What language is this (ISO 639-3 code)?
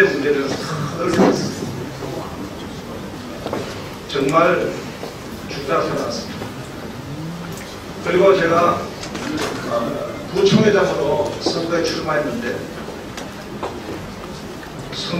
kor